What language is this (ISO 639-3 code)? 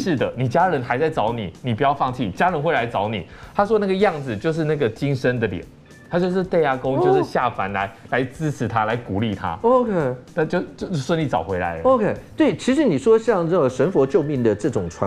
zho